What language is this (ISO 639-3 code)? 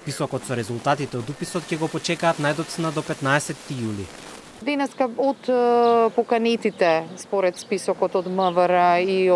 mkd